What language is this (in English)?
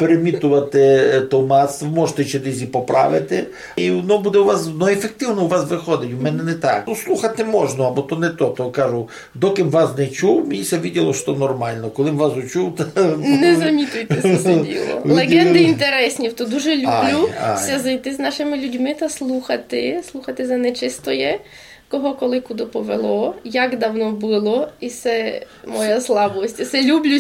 Rusyn